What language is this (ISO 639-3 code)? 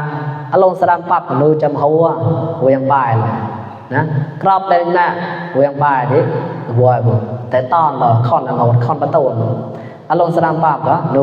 mnw